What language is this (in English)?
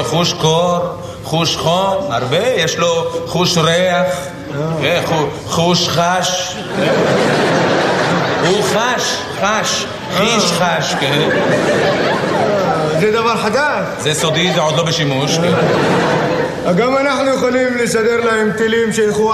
Hebrew